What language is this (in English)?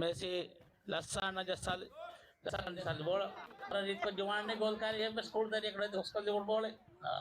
Divehi